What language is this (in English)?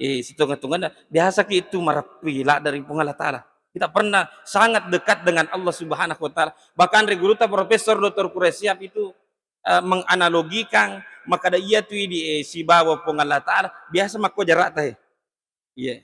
Buginese